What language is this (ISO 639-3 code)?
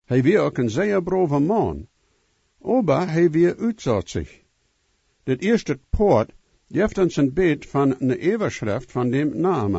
pdt